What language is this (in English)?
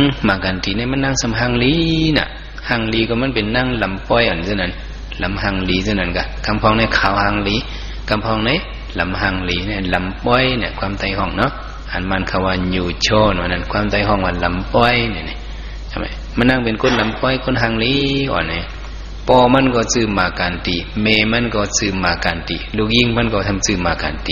Shan